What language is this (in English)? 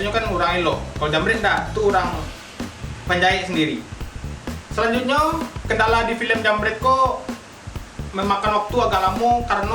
Minangkabau